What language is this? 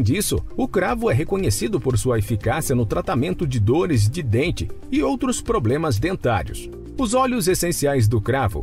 Portuguese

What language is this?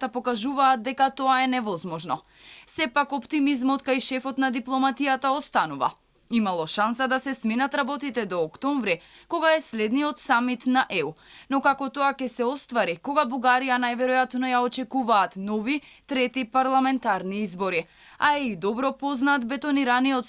Macedonian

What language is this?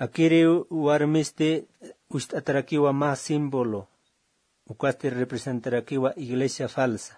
Aymara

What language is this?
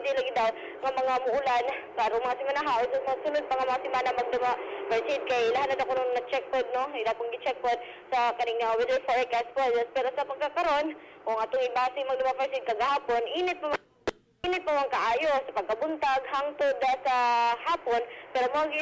Cebuano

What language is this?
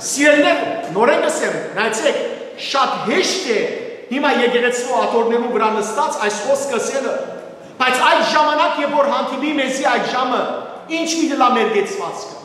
Western Armenian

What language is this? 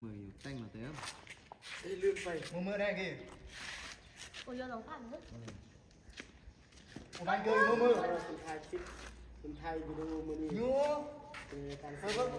Lao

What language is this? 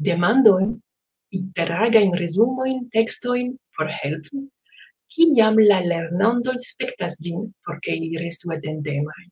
Esperanto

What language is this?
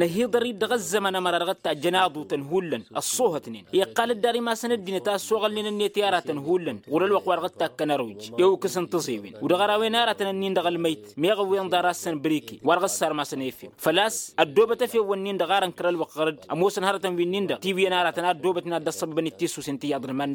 Tamasheq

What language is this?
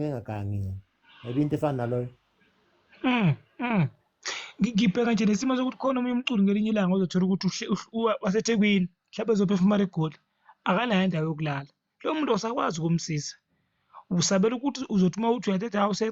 Zulu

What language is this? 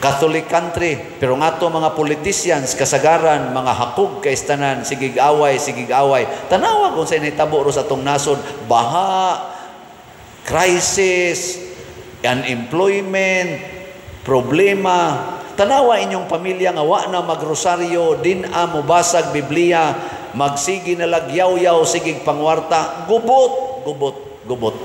Cebuano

